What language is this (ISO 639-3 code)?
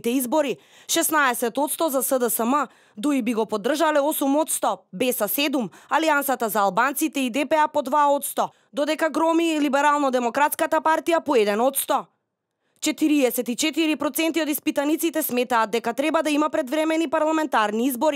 mkd